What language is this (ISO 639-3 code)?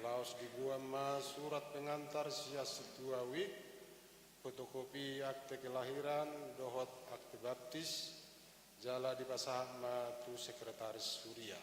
bbc